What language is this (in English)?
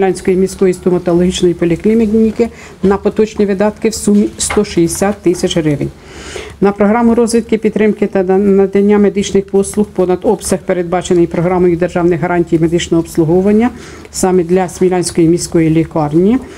Ukrainian